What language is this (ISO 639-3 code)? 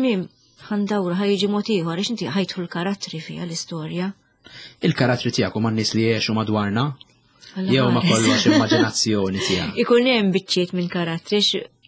mlt